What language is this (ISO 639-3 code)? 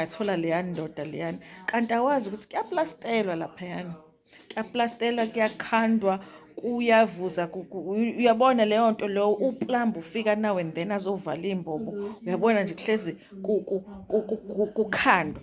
zul